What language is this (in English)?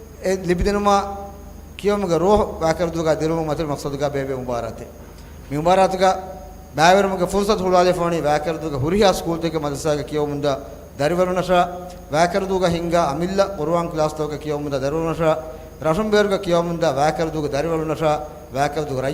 Divehi